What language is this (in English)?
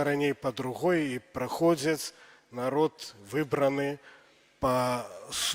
Belarusian